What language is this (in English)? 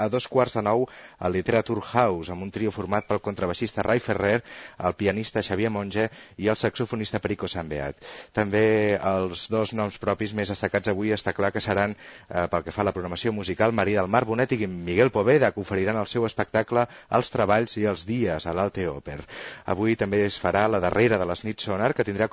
Catalan